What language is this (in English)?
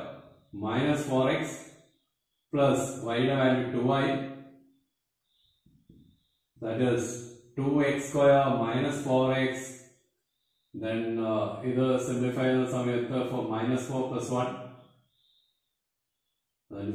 Malayalam